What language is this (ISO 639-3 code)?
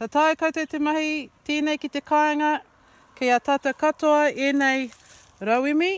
mri